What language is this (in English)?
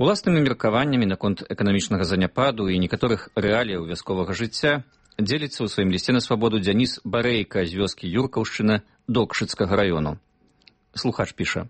Belarusian